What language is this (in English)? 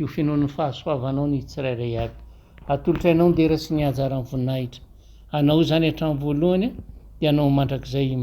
Malagasy